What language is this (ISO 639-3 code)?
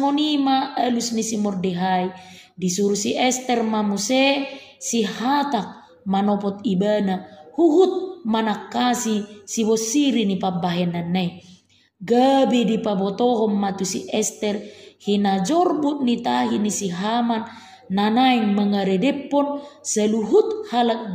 bbc